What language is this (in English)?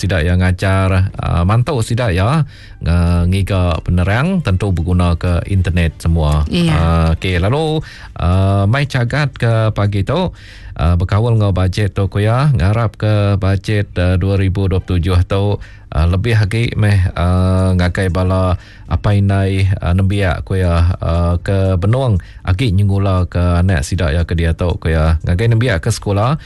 Iban